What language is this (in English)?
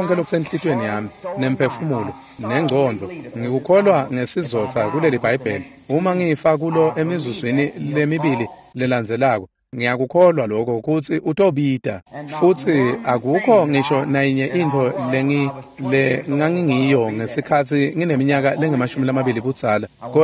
Swati